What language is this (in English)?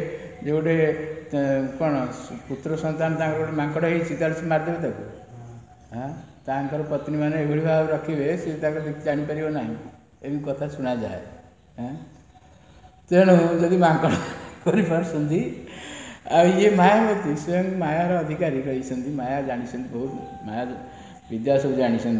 Odia